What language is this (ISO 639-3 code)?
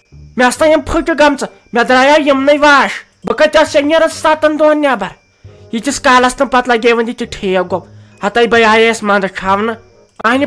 kas